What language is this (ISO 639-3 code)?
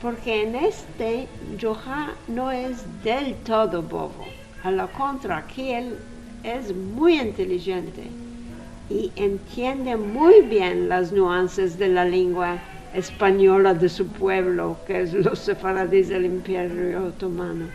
lad